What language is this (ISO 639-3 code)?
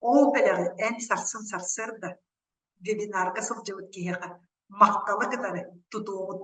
sah